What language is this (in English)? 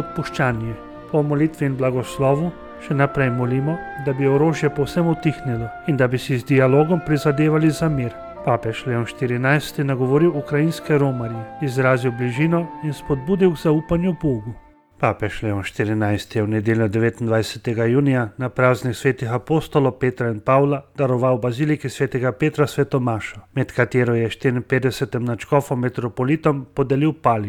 Slovenian